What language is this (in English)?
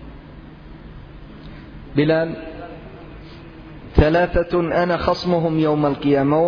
Arabic